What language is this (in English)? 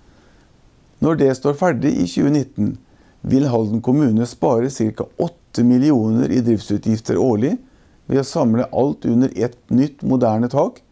Norwegian